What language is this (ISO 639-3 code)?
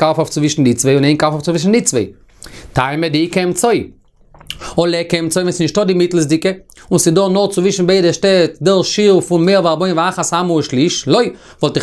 yid